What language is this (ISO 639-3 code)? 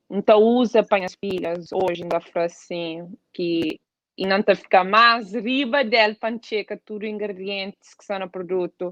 kea